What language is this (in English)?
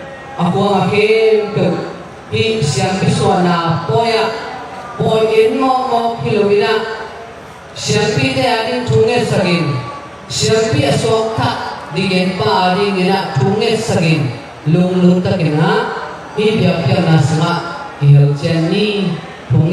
Tedim Chin